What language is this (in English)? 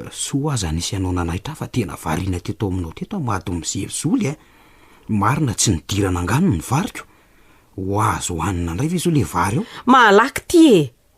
Malagasy